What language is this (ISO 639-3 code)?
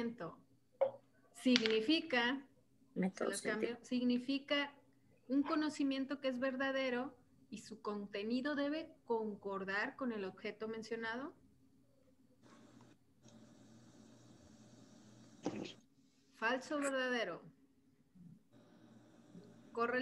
spa